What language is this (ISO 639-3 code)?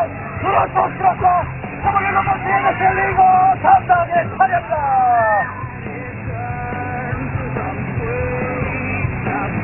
kor